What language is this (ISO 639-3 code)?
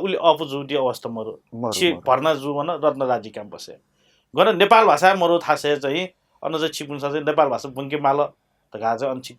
new